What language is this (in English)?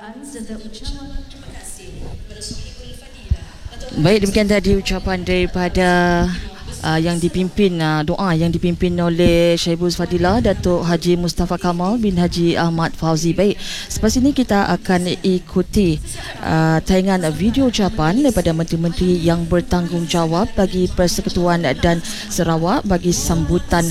Malay